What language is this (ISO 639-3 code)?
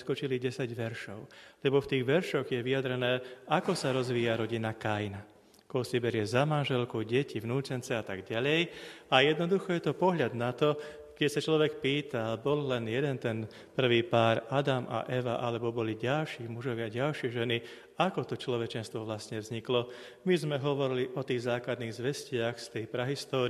slk